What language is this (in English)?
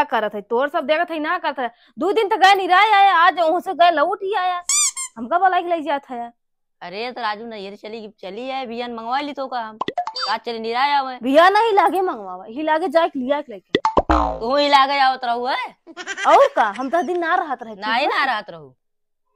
Awadhi